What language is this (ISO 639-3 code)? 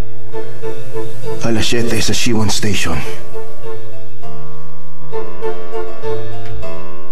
fil